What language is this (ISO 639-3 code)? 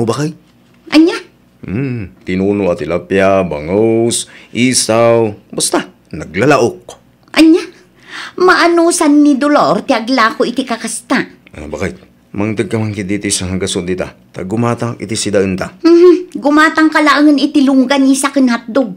ilo